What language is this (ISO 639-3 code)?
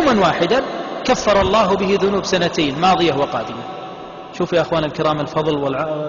ara